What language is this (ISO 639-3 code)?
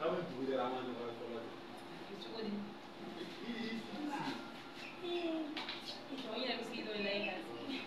bam